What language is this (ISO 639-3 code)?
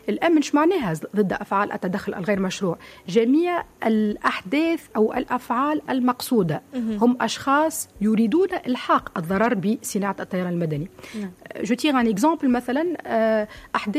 aeb